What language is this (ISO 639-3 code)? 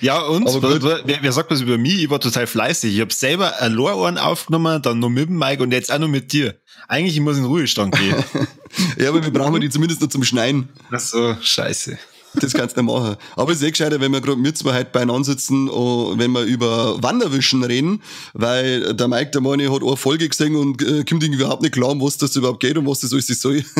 bar